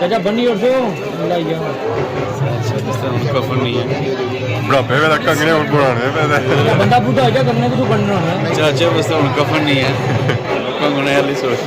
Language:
Pahari-Potwari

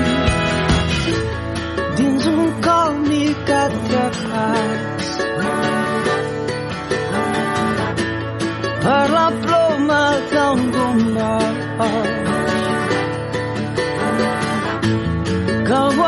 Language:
Catalan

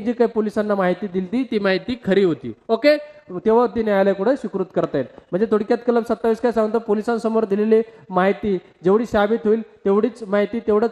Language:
Marathi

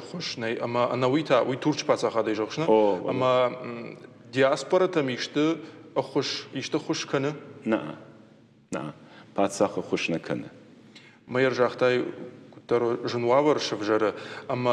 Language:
Ossetic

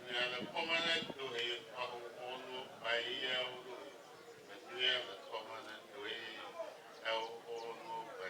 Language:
Ewe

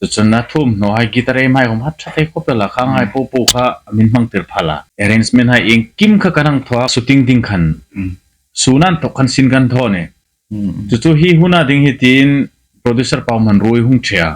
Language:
Hmar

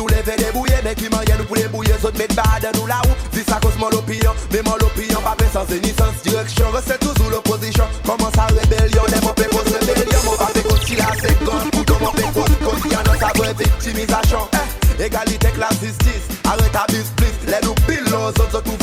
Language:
Seselwa Creole French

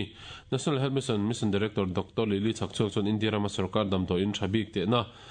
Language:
Mizo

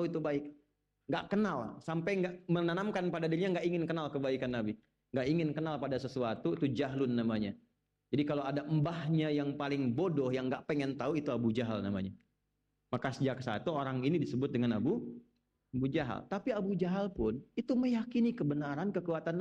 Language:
Indonesian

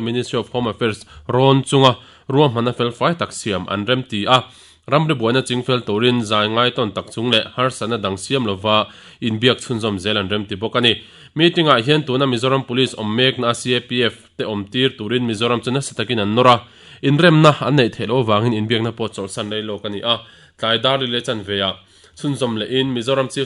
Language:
Mizo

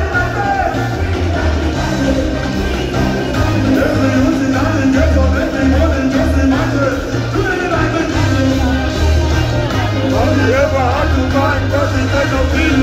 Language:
English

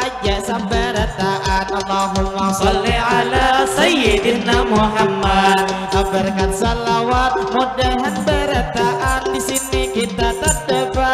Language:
Banjar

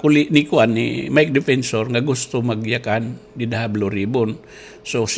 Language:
Waray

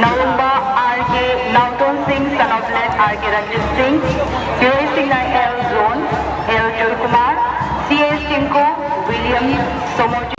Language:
Manipuri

